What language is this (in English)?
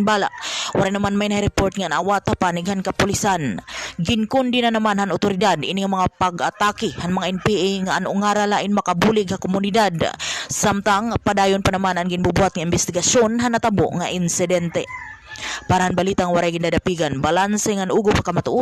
Waray